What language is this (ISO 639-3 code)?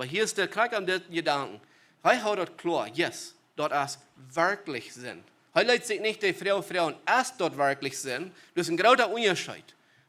pdt